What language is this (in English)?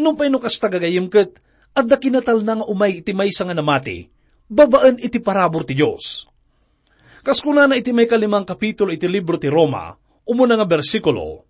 Iloko